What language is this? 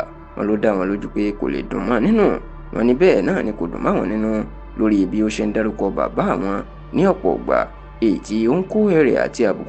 Yoruba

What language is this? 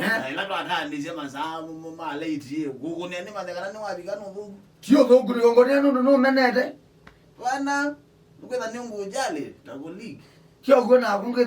Kamba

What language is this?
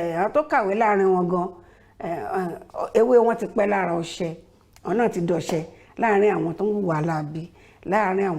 Yoruba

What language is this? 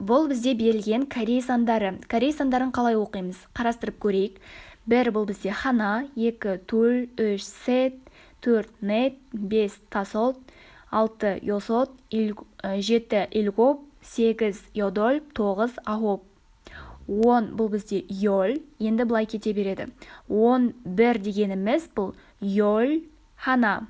Kazakh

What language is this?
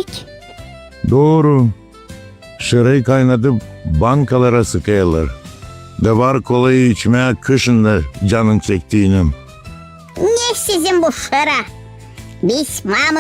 Gagauz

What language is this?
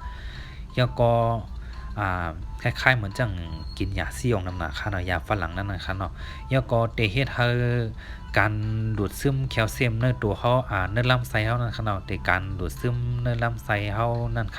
Shan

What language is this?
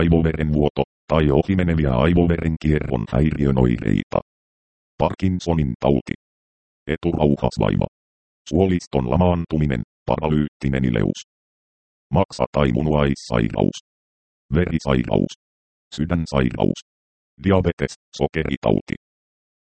Finnish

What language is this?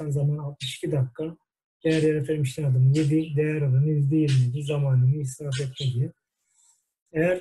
Turkish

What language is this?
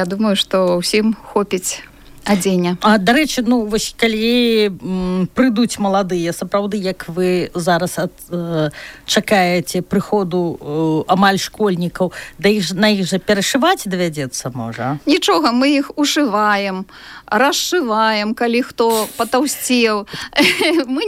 Belarusian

